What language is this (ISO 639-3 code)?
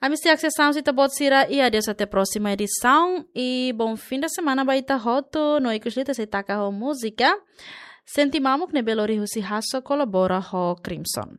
tet